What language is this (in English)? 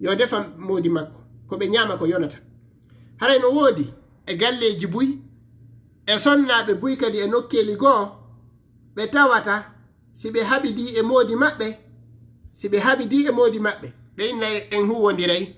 Fula